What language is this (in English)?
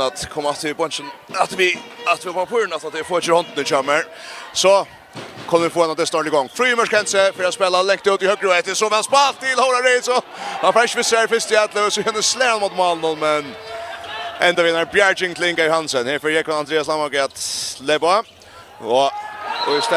Faroese